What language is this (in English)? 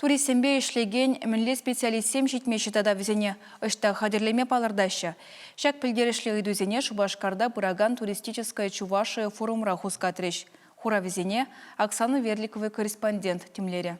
Chuvash